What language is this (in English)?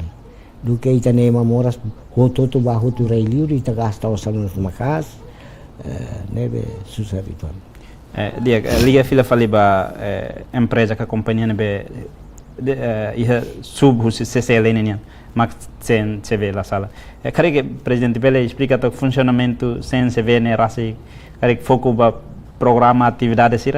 Tetum